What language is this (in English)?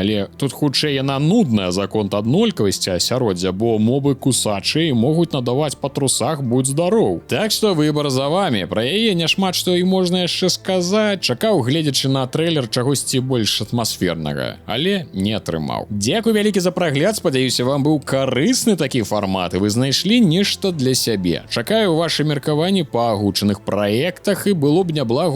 Belarusian